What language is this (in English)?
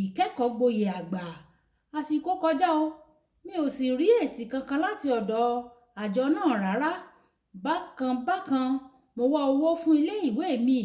Yoruba